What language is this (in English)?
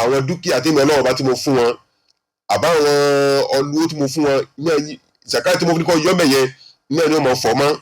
Yoruba